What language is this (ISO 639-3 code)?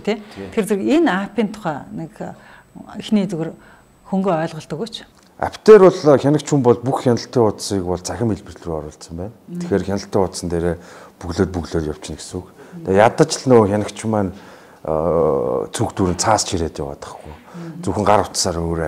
mon